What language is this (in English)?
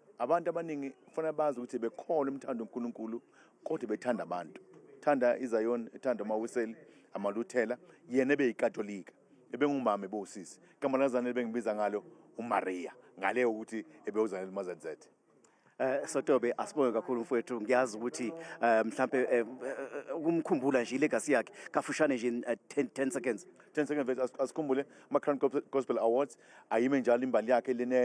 Zulu